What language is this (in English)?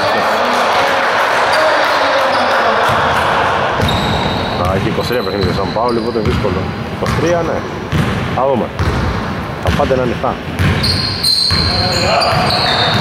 Greek